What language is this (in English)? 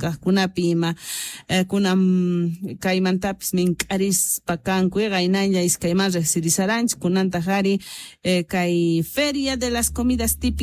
Quechua